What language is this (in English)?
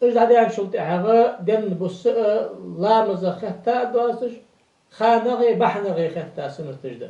Ingush